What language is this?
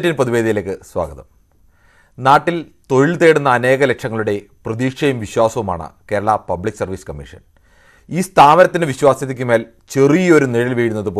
Malayalam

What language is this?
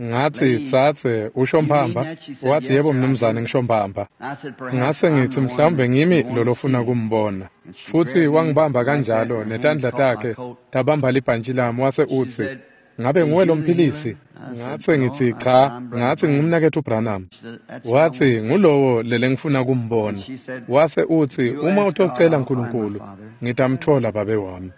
Swati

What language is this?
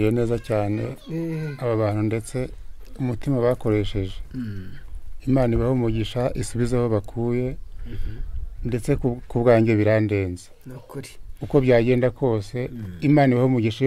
Kinyarwanda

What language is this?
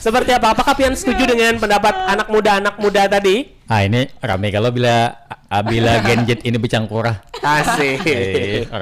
Banjar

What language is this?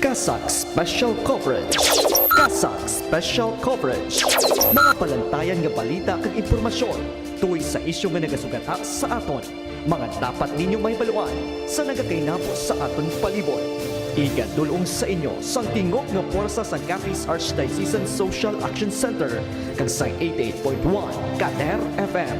Hiligaynon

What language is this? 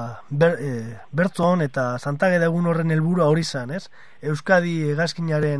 Basque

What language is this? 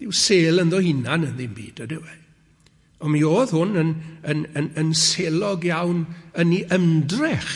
Welsh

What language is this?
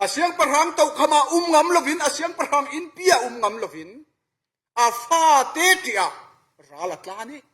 Falam Chin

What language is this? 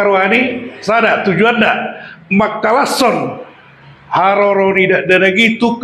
Batak Toba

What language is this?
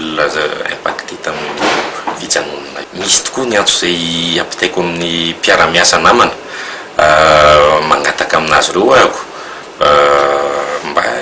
Malagasy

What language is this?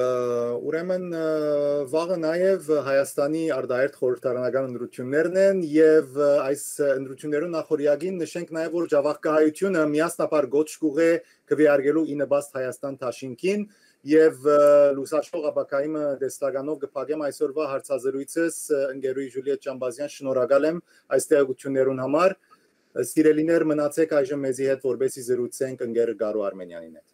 Western Armenian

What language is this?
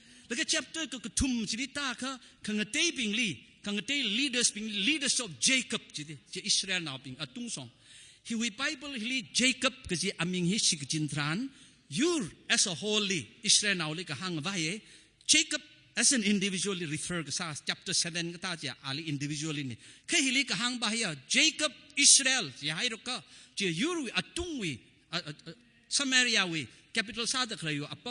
Tangkhul Naga (India)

